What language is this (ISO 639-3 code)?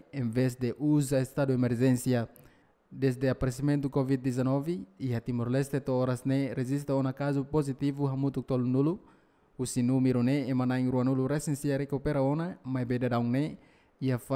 tet